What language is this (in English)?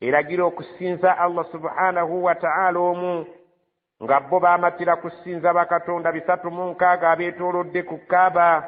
Ganda